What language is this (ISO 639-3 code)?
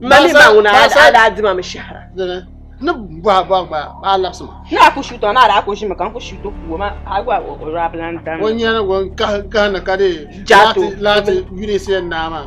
dag